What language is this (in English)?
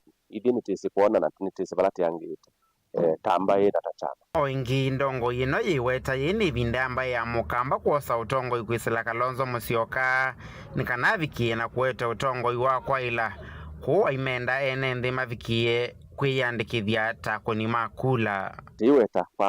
Kamba